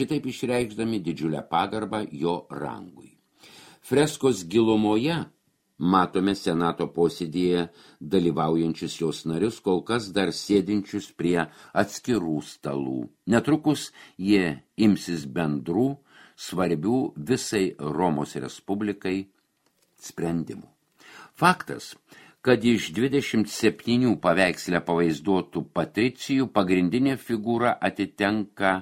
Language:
Lithuanian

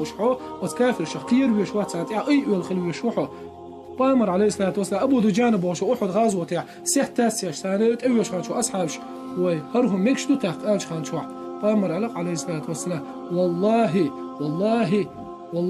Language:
Chechen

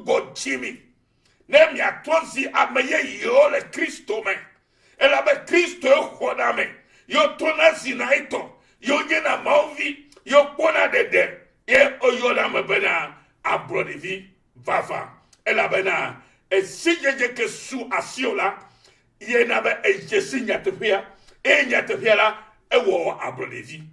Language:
Ewe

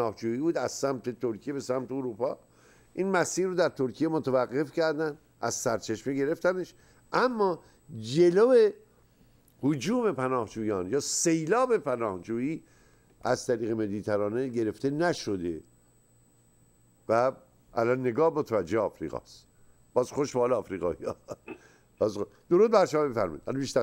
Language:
Persian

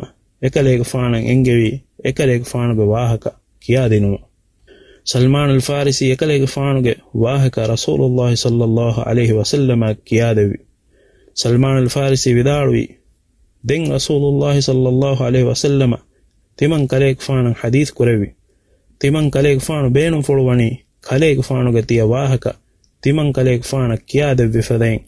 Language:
Divehi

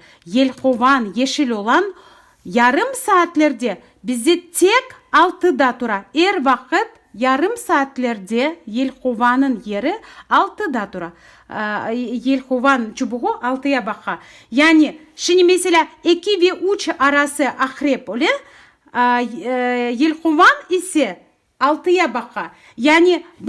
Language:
Crimean Tatar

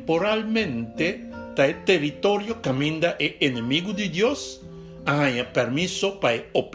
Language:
Papiamento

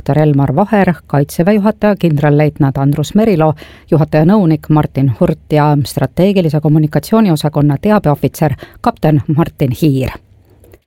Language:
Estonian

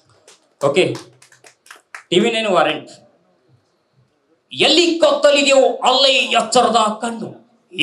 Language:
Kannada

